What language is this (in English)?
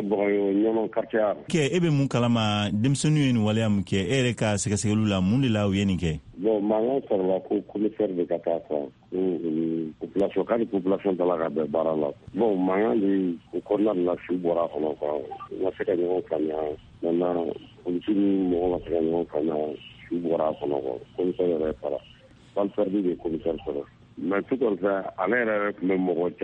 Bambara